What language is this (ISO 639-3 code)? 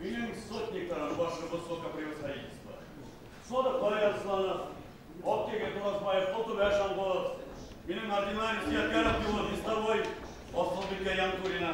bak